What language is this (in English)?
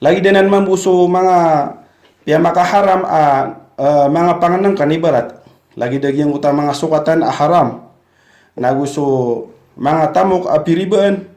Maranao